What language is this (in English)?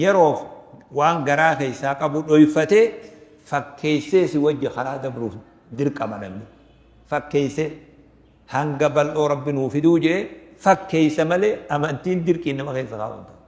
Oromo